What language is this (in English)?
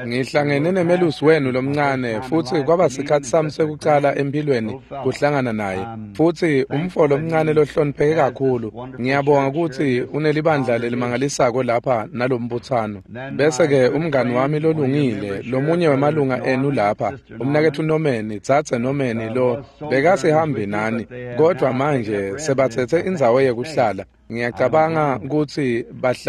Swati